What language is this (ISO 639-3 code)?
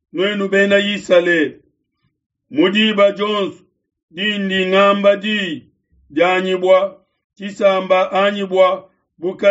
lua